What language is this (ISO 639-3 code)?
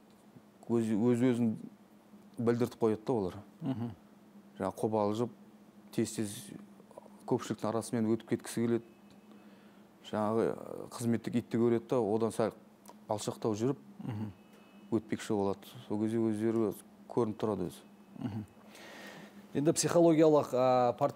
kaz